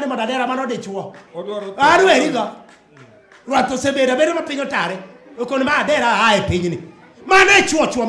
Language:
Luo (Kenya and Tanzania)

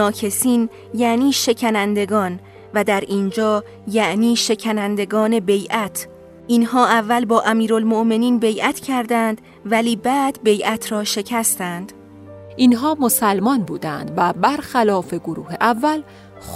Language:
Persian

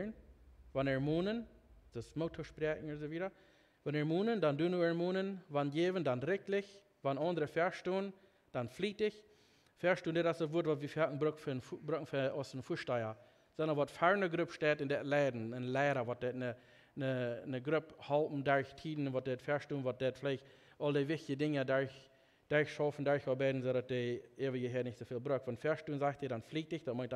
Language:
Plautdietsch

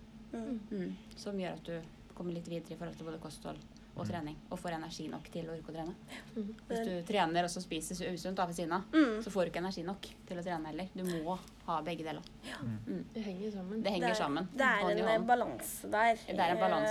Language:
Norwegian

